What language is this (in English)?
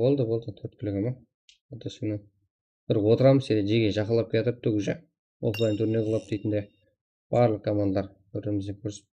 Kara-Kalpak